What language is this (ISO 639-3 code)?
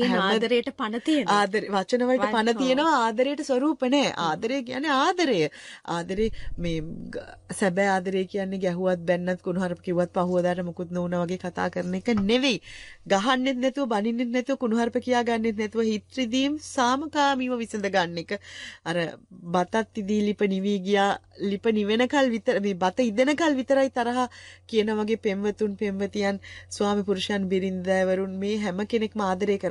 sin